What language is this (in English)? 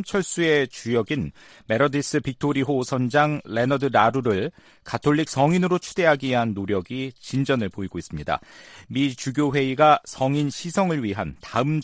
Korean